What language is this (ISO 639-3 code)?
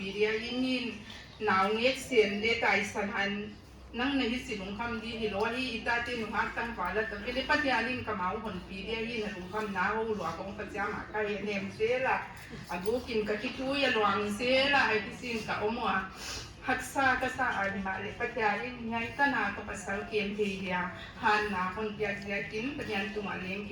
pck